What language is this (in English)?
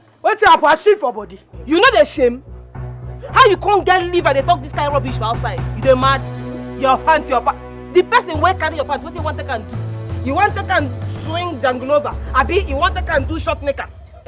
Nigerian Pidgin